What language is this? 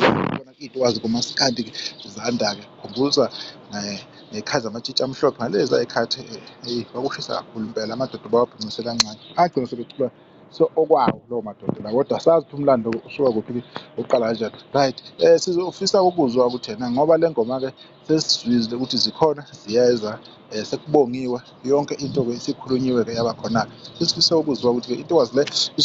Zulu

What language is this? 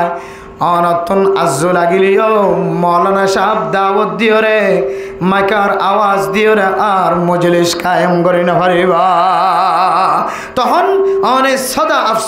Rohingya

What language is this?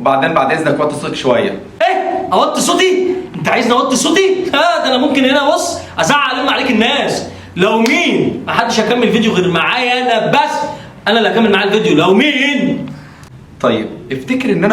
Egyptian Arabic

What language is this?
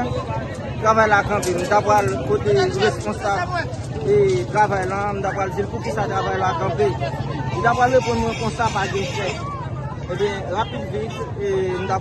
Haitian Creole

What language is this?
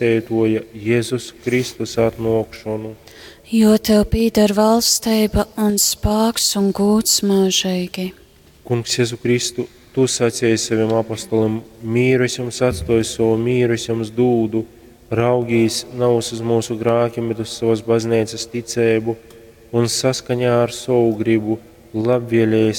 Latgalian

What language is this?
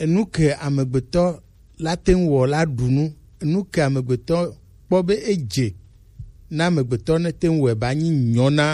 Gen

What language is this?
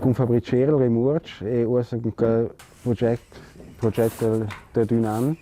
Romansh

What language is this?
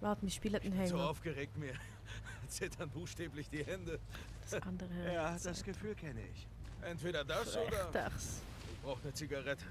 Swiss German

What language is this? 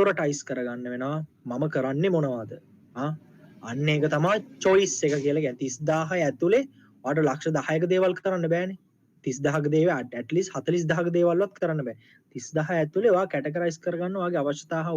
Sinhala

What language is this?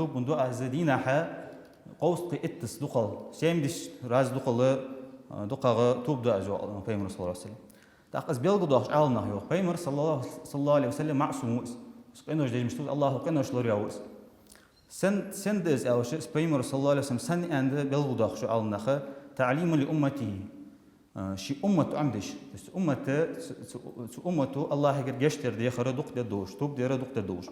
Ingush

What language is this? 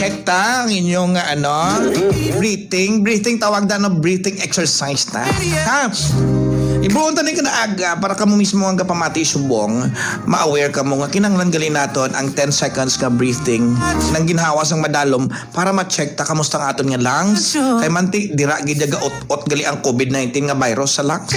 Hiligaynon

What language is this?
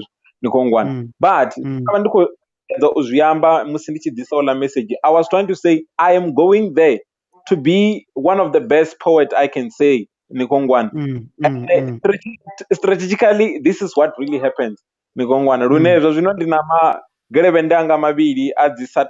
Venda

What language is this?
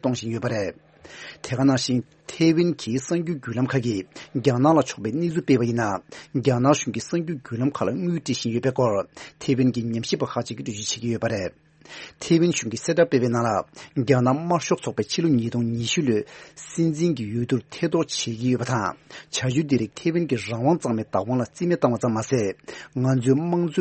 Tibetan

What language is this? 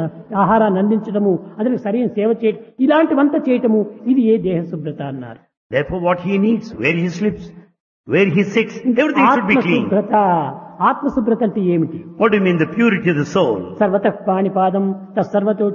Telugu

